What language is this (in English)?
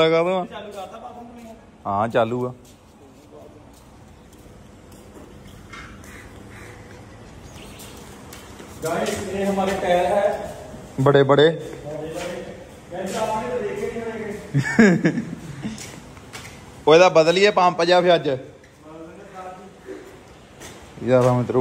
Punjabi